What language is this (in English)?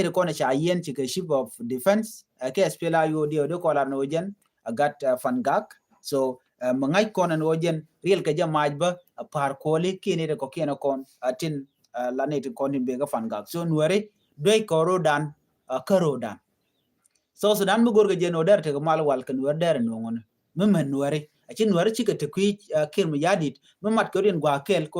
Nuer